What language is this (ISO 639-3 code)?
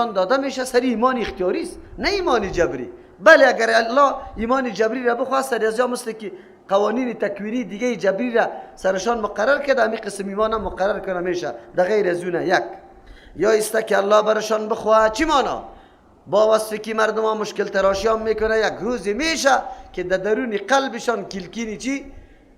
fas